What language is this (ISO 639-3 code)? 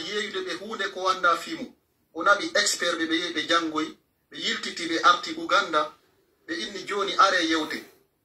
ful